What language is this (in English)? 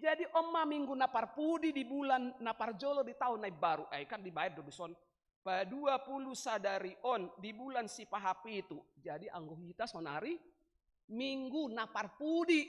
Batak Toba